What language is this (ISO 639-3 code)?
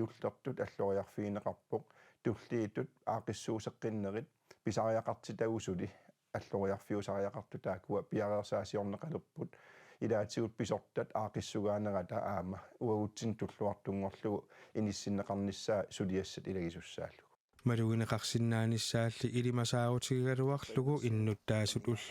kal